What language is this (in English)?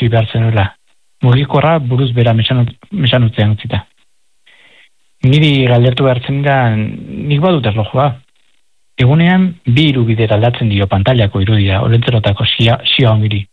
Basque